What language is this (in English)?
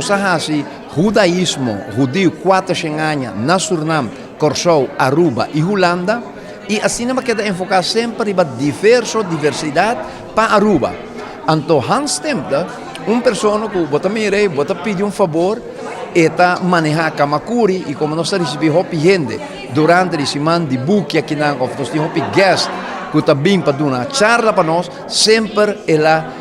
Papiamento